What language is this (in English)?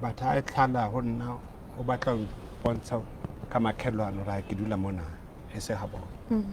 Southern Sotho